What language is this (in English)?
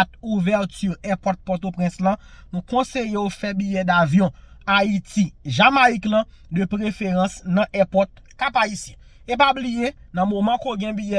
Haitian Creole